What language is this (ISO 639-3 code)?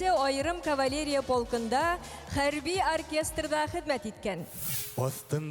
bak